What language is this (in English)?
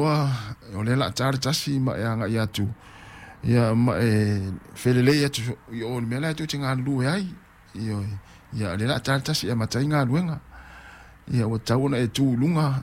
Samoan